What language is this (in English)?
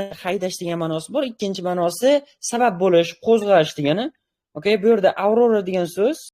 Uzbek